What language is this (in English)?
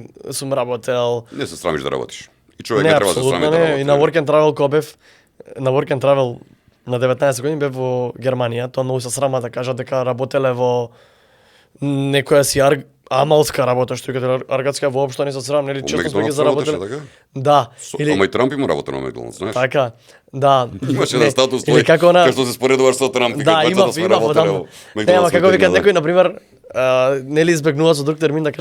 Macedonian